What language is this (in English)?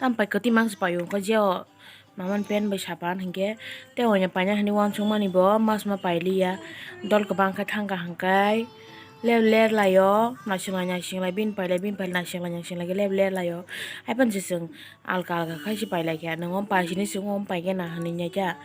Kok Borok